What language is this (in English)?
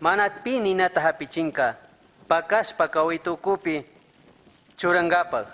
Chimborazo Highland Quichua